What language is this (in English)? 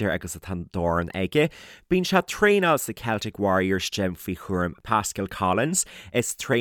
Irish